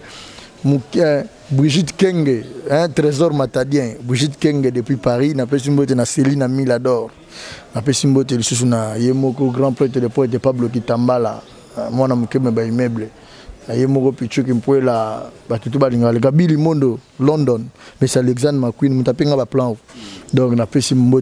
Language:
Lingala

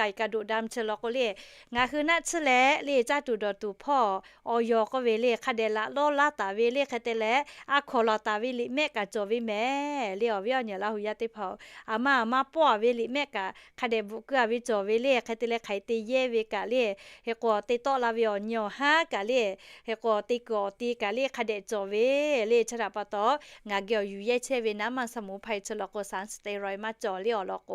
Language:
Lahu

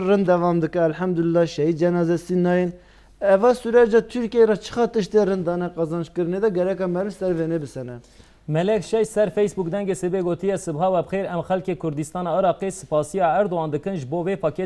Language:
Kurdish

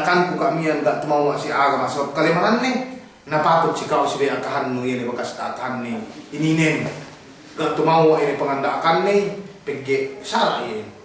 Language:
Yakan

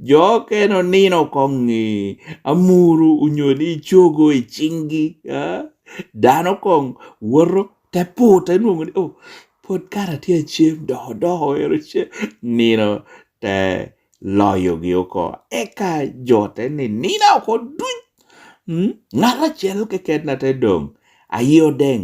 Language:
Lango (Uganda)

